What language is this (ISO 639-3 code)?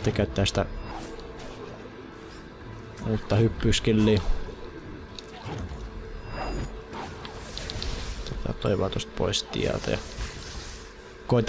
fin